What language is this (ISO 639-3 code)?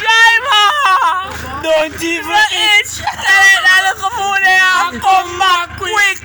jam